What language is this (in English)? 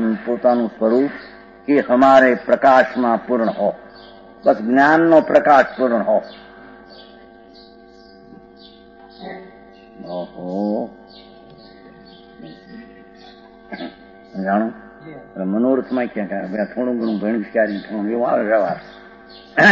Gujarati